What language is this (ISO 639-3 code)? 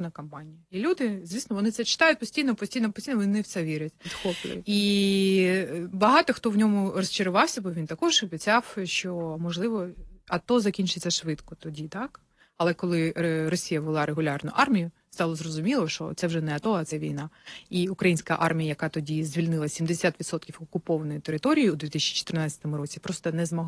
ukr